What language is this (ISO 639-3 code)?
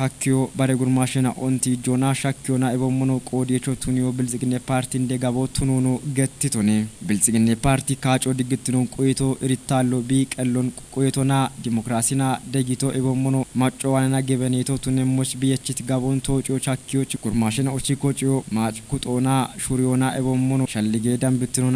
kbr